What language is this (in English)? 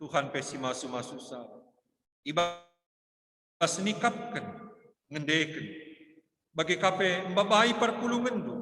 Batak Karo